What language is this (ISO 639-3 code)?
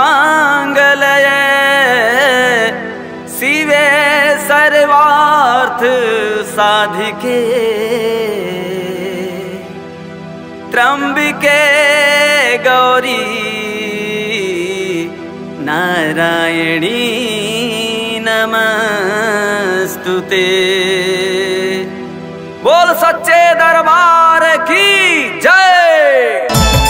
bho